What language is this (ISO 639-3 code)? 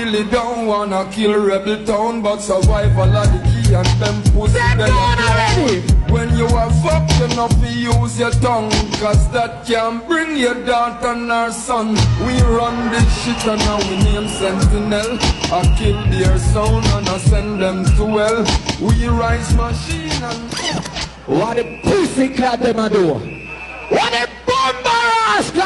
jam